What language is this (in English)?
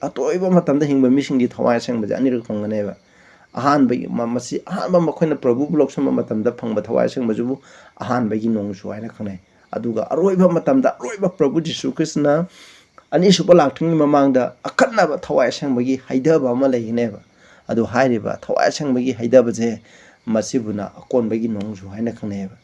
Manipuri